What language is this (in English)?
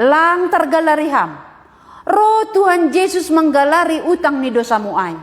Batak Simalungun